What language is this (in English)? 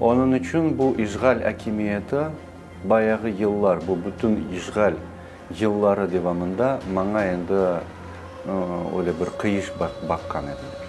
Crimean Tatar